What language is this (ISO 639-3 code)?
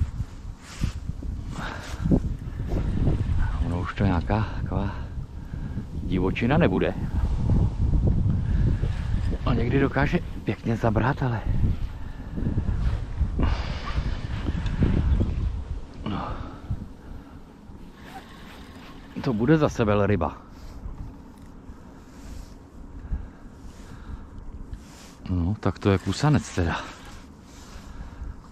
ces